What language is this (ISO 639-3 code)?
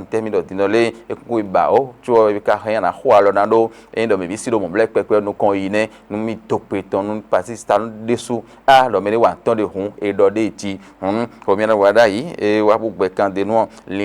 fon